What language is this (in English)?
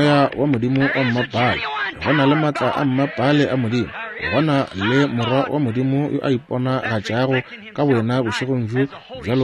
Northern Sotho